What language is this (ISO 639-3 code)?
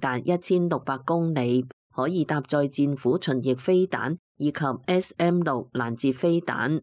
yue